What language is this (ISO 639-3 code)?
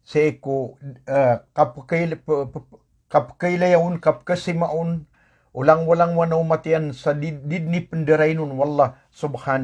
mrw